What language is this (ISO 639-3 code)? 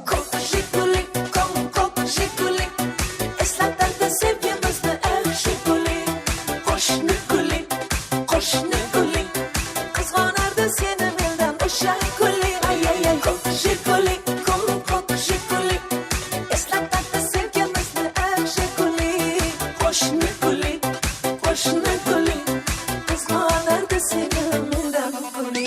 kaa